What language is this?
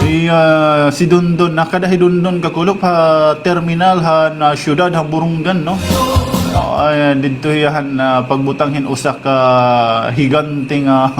Waray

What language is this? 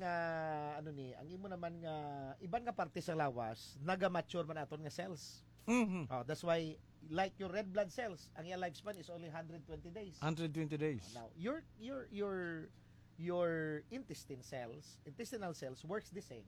Hiligaynon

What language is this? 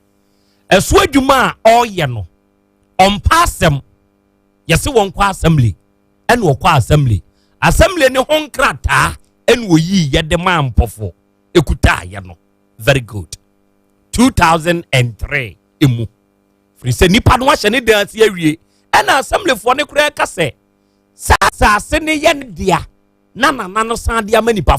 Akan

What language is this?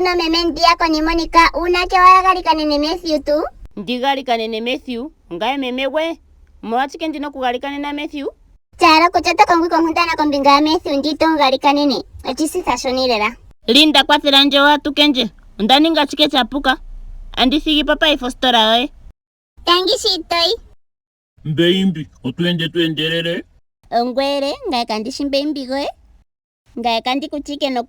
Ndonga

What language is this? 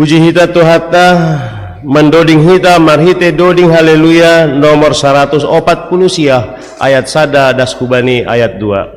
Batak Simalungun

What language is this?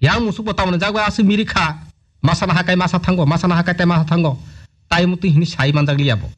Kok Borok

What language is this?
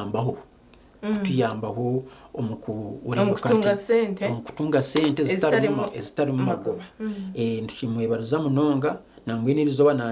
Nyankole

